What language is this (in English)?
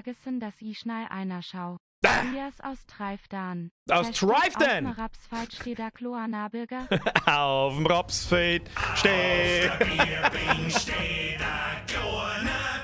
Bavarian